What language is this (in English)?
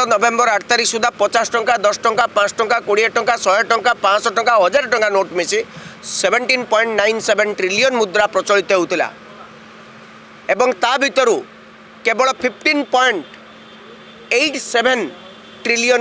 Odia